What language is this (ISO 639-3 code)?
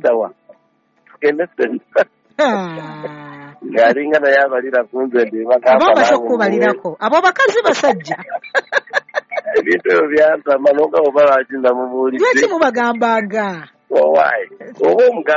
lug